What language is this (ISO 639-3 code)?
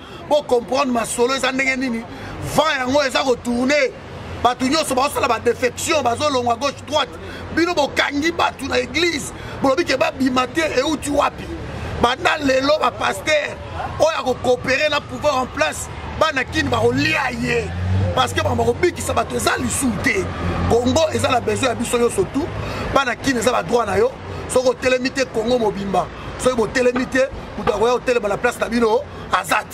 lin